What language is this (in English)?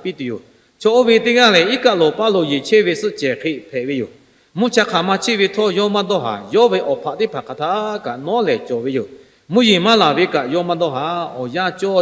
Lahu